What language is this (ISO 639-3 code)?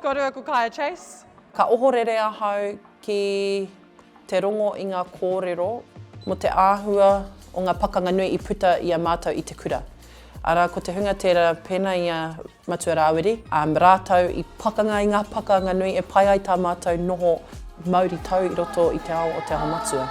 mri